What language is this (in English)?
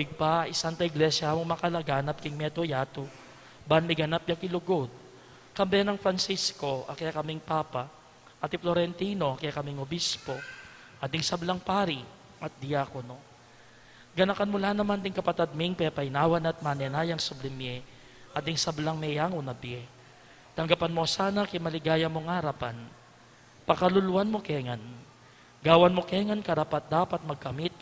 Pampanga